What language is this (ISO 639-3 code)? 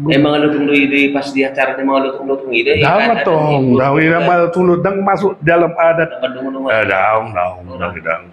bbc